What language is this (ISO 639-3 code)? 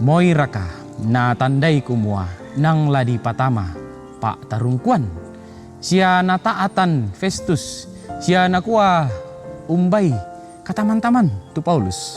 sda